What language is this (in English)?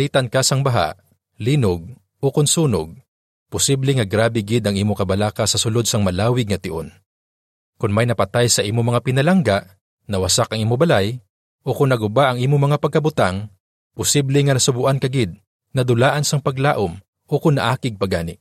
Hiligaynon